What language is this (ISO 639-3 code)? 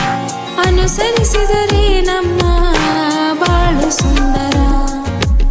kan